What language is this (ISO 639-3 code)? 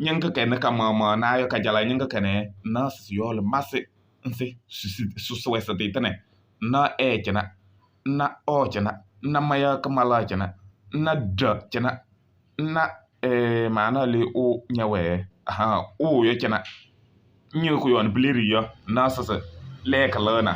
kbp